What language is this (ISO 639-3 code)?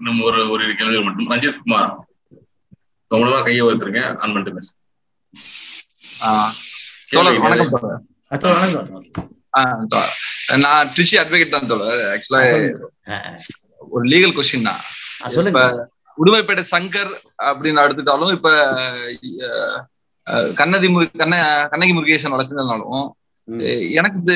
tam